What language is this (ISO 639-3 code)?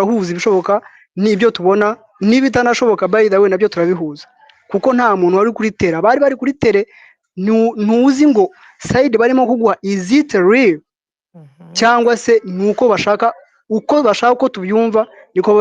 kin